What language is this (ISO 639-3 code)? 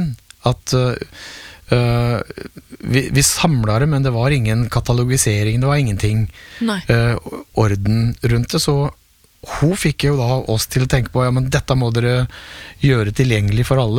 nor